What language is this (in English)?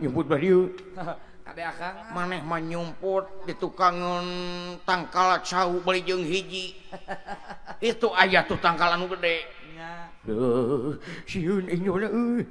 Sundanese